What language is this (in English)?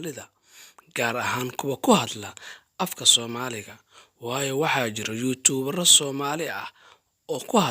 Somali